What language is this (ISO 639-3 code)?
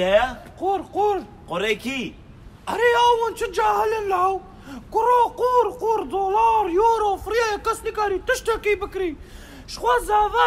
kur